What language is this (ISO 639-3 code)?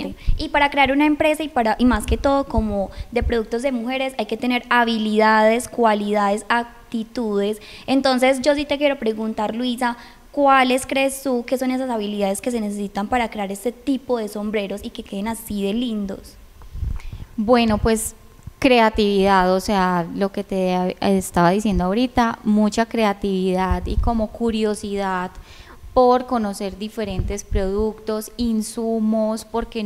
spa